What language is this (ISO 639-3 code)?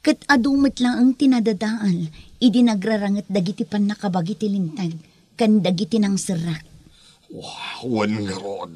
ilo